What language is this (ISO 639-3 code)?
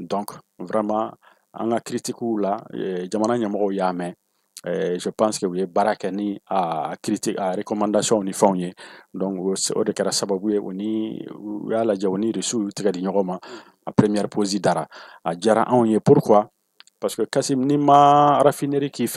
bam